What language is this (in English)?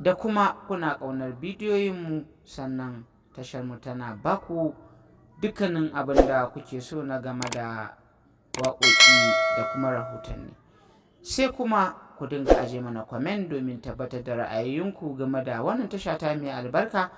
Hausa